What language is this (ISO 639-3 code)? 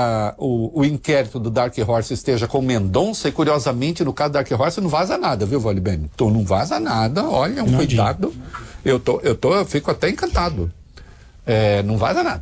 por